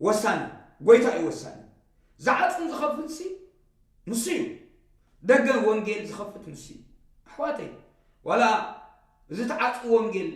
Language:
Tigrinya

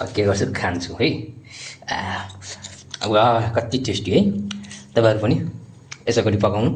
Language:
Nepali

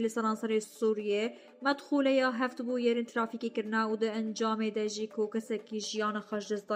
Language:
Kurdish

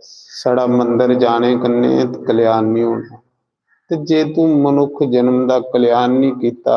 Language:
Dogri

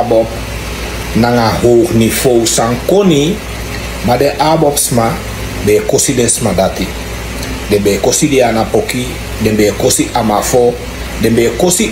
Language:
Sranan Tongo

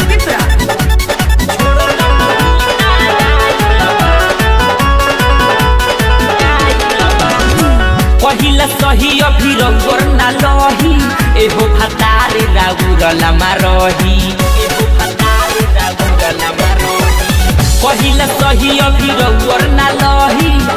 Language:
Bhojpuri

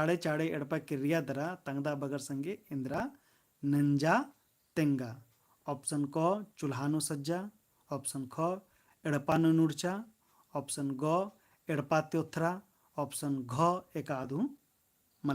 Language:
Kurukh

